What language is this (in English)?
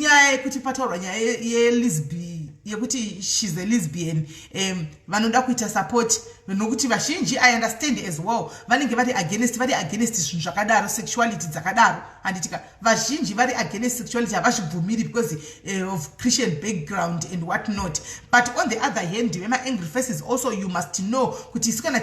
Shona